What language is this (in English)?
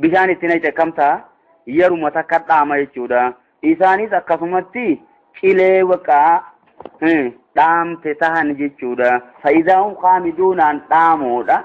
Oromo